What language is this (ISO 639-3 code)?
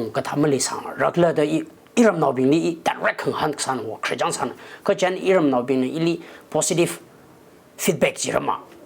nmf